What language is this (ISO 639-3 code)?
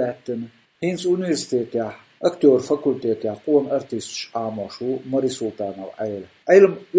che